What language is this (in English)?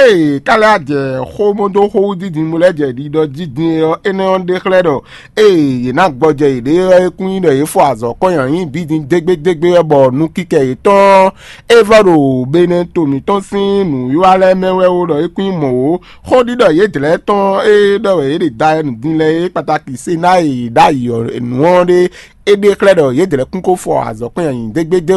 Fon